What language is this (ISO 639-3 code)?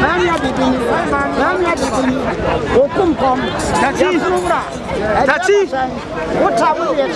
aka